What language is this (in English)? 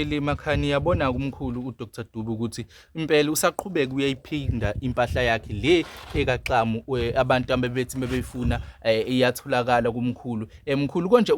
Zulu